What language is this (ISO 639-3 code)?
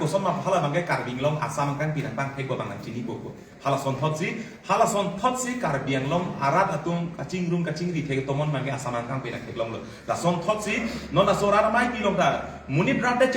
mjw